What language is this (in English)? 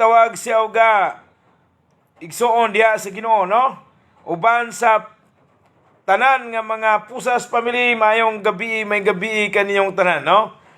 Cebuano